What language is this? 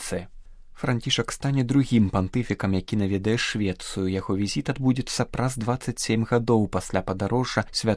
Belarusian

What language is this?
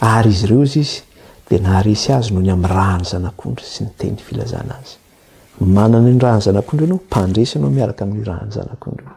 Malagasy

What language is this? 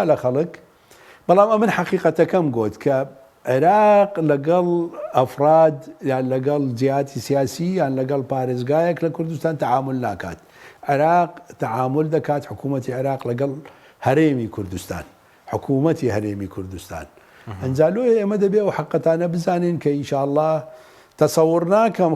Central Kurdish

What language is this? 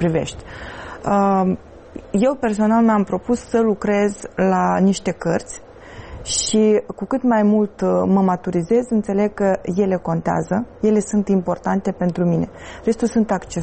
Romanian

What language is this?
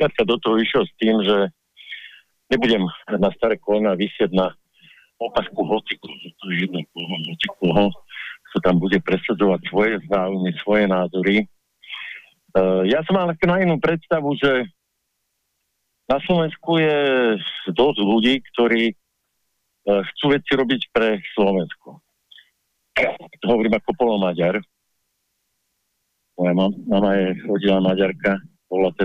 Slovak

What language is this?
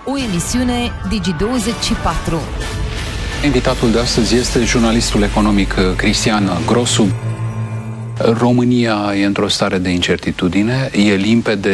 Romanian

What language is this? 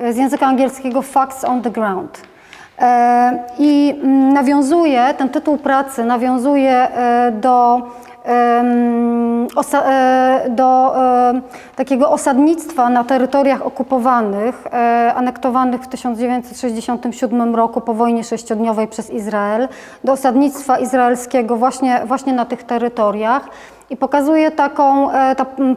Polish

